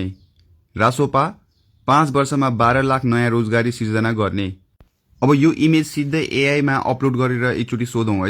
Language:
Nepali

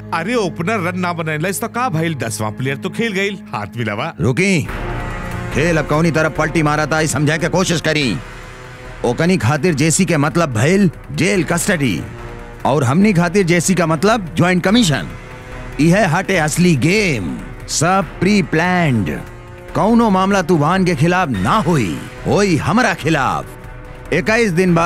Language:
Bhojpuri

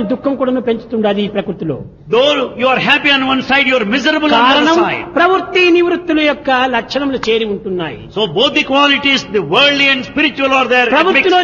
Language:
Telugu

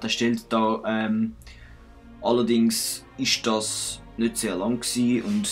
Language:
Swiss German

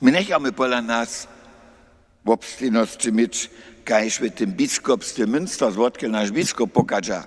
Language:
Upper Sorbian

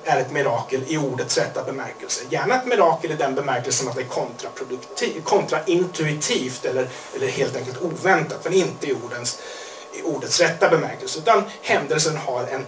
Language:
Swedish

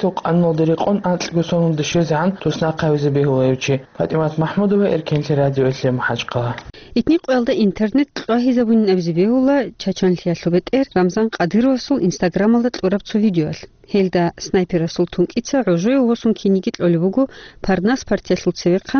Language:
Avaric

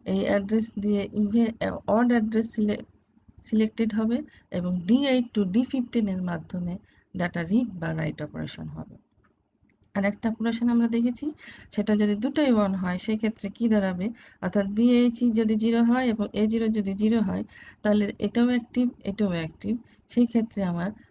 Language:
Bangla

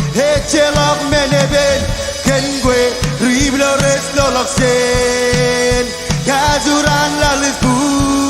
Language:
Marshallese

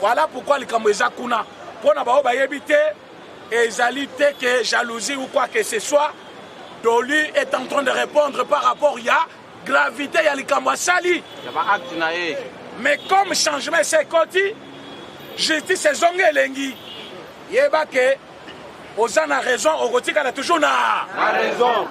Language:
Lingala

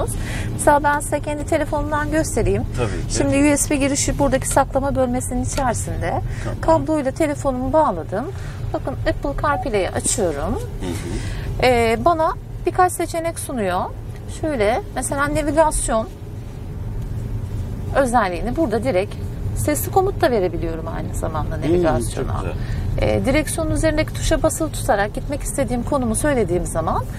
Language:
Turkish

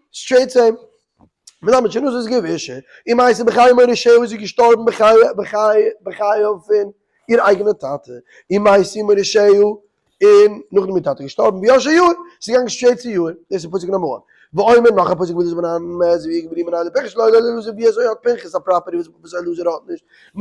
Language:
Yiddish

